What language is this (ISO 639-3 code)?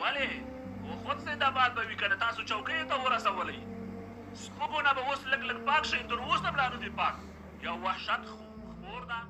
pus